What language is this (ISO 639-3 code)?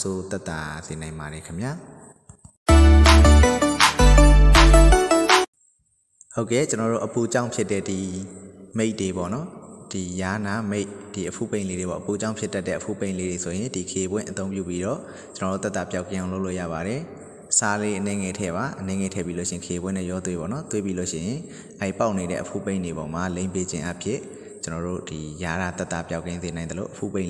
mya